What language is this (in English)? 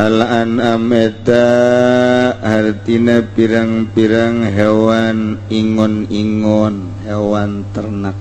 Sundanese